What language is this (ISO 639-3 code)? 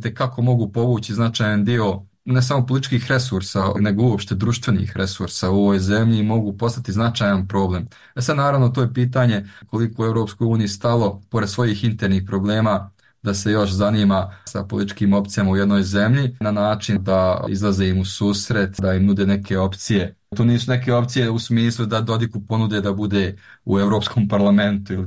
bos